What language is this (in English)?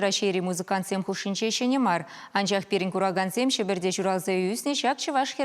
Chuvash